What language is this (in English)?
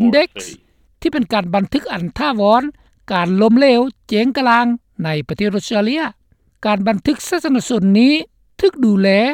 Lao